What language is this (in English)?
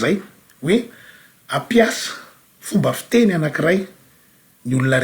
Malagasy